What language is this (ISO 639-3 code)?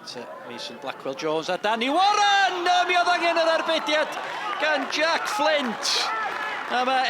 cym